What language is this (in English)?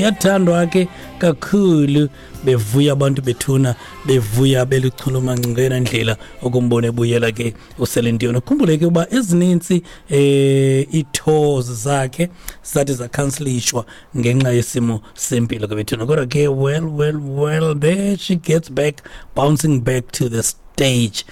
Xhosa